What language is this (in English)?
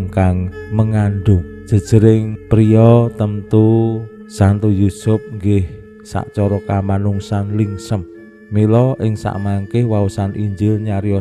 Javanese